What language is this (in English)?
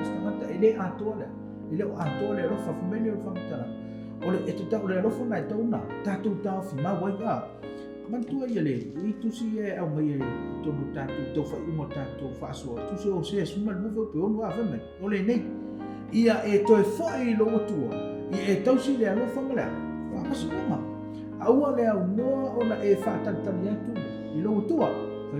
Samoan